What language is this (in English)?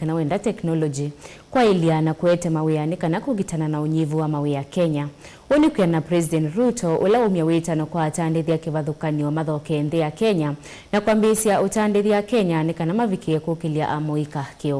Kamba